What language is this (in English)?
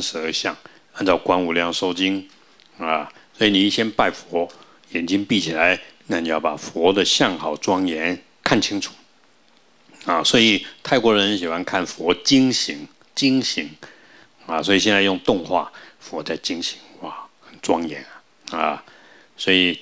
Chinese